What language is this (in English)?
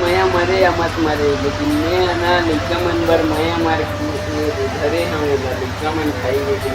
Chhattisgarhi